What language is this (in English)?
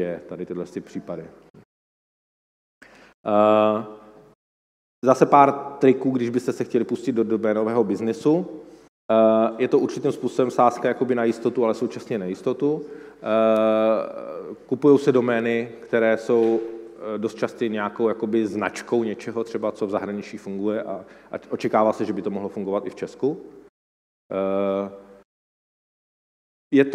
Czech